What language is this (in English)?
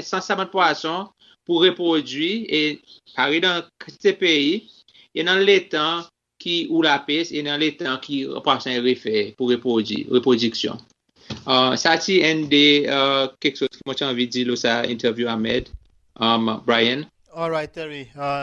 Seselwa Creole French